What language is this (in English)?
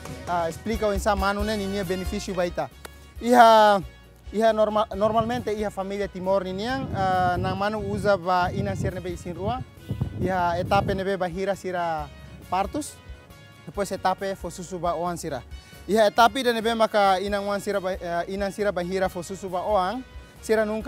Tetum